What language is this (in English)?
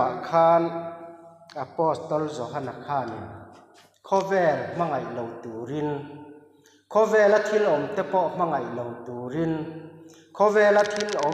Mizo